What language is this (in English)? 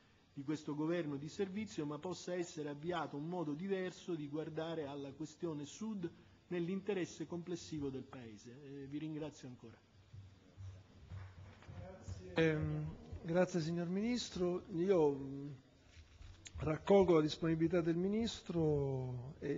Italian